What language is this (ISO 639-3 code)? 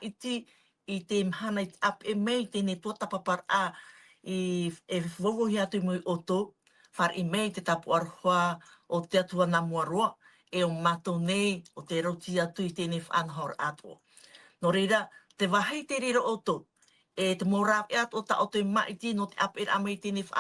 tah